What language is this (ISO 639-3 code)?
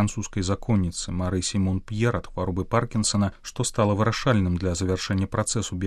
bel